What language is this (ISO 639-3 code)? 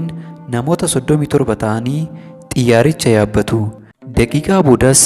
orm